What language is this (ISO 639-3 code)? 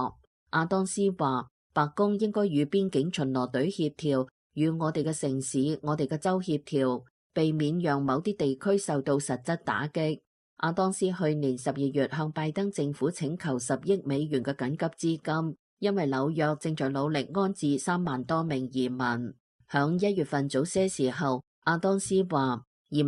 yue